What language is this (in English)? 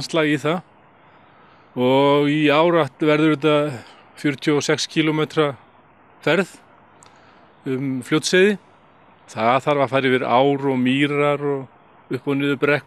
Icelandic